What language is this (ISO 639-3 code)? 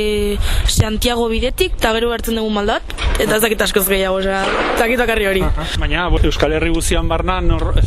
eus